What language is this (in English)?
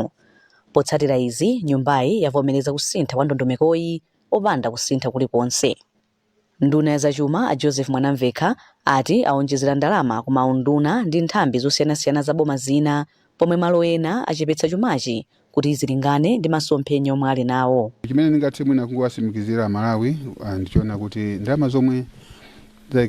Nyanja